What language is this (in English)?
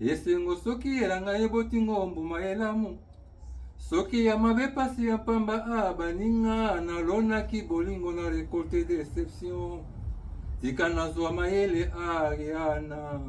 Lingala